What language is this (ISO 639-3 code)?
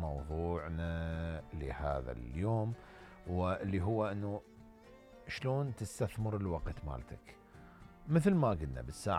acm